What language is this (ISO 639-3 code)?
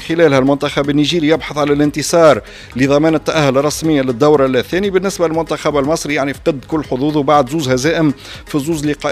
aeb